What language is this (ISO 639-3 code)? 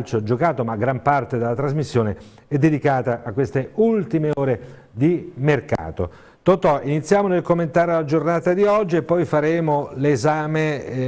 ita